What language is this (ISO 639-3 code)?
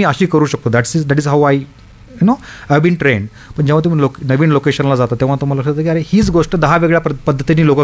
mar